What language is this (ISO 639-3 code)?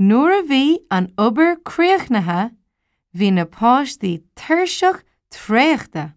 gle